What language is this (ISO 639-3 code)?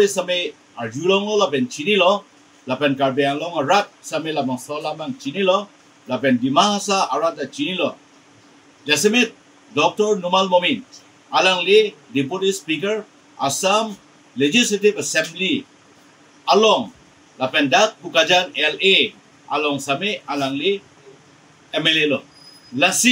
mjw